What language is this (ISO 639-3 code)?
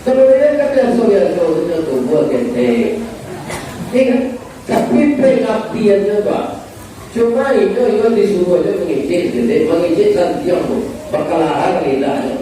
min